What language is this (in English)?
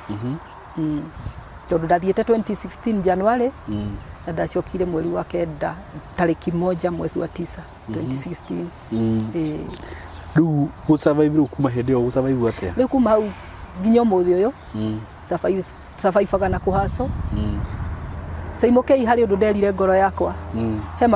Kikuyu